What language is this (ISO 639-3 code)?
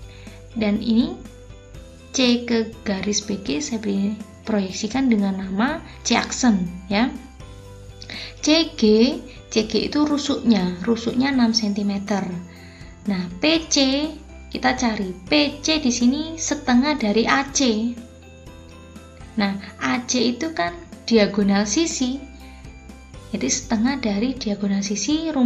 ind